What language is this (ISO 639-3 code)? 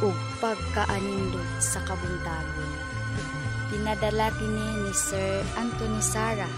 ceb